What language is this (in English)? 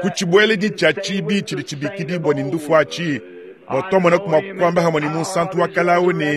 Luba-Lulua